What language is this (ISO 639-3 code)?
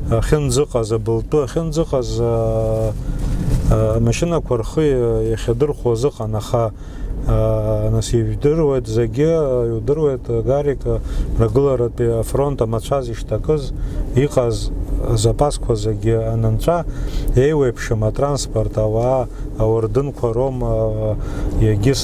abk